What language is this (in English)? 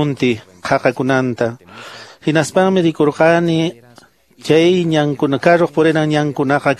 Quechua